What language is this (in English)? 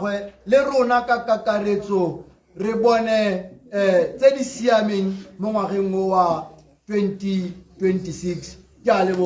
Tswana